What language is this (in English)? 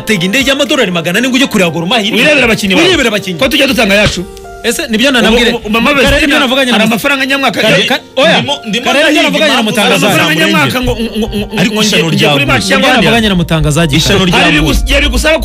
Kinyarwanda